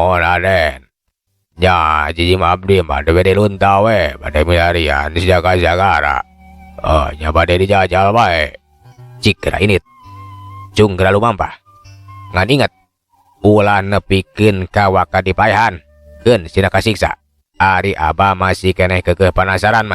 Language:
Sundanese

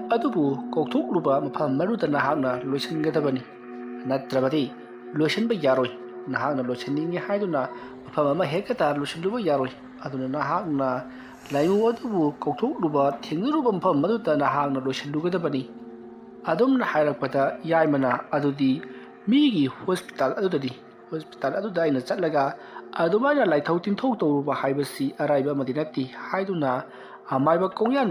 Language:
Manipuri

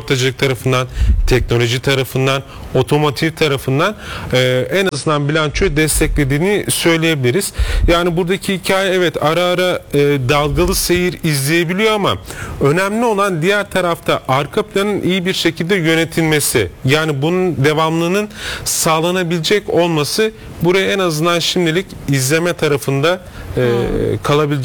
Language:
Turkish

